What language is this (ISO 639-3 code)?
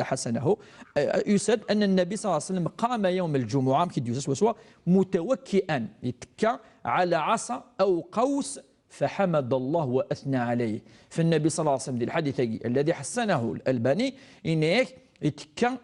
kab